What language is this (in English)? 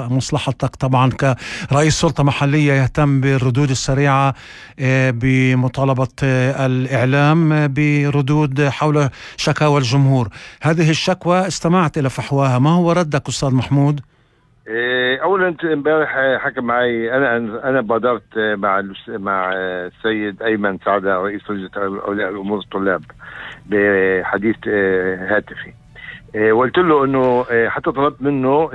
North Levantine Arabic